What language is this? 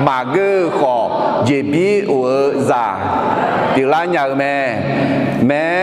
Akha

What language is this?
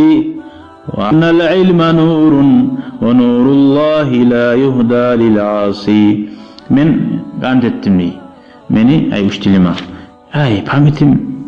Kumyk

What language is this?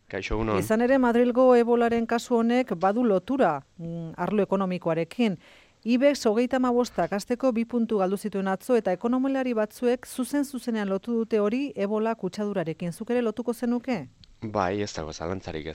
Basque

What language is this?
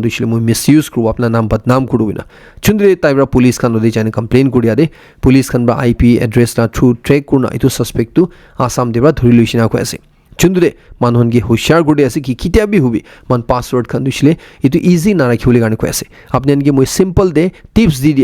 Naga Pidgin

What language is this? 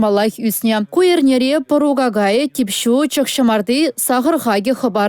Chuvash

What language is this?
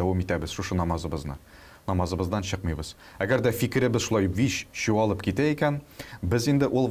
Tatar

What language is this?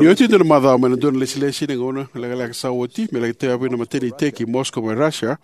Fijian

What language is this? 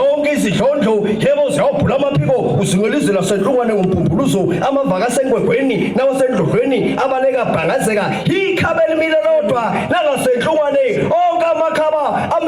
Zulu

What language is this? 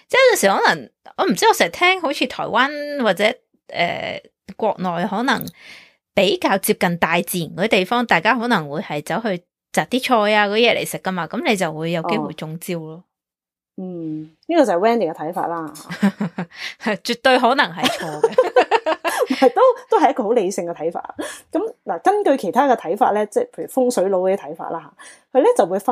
Cantonese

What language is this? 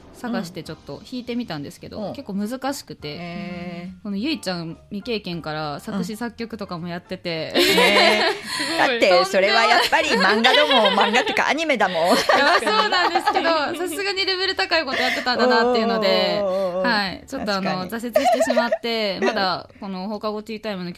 Japanese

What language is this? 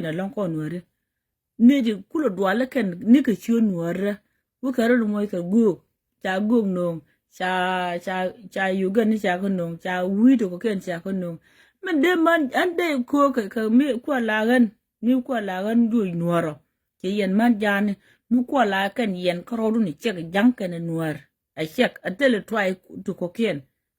Nuer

